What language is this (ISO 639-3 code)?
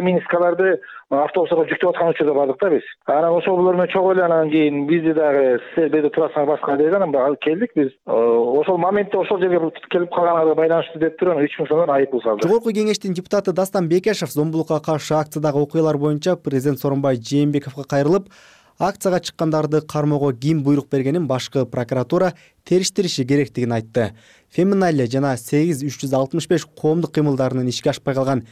kir